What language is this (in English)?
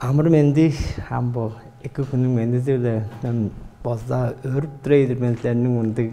Tuvinian